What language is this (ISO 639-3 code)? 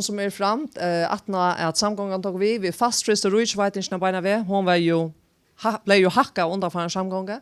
fao